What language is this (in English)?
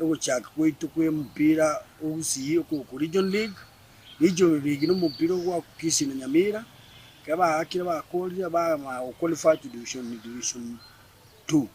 Gusii